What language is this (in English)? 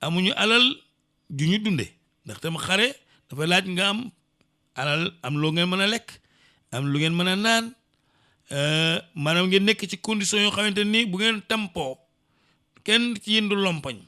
Wolof